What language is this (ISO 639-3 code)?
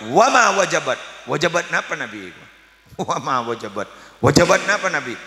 mad